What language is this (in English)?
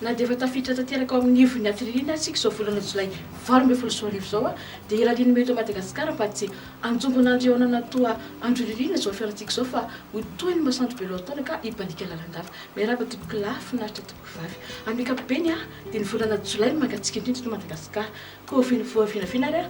Malagasy